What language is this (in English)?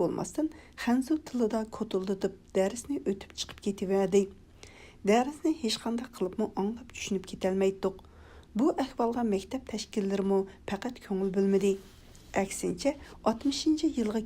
Uyghur